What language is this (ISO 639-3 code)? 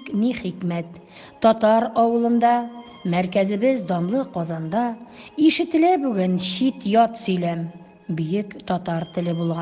tat